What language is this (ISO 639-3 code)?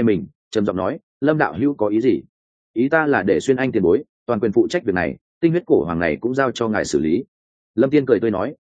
vie